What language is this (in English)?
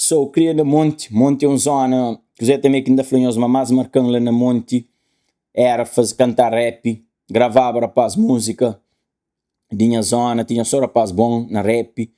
Kabuverdianu